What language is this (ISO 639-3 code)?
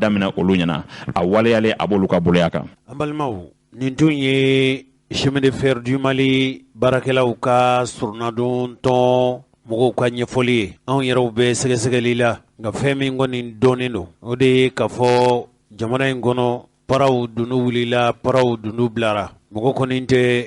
bam